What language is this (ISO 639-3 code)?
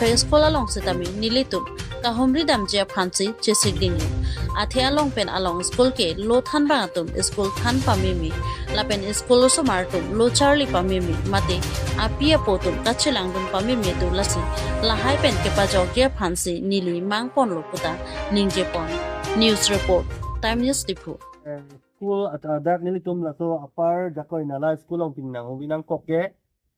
mjw